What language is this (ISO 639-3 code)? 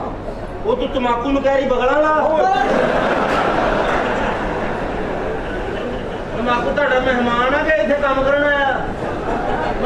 pan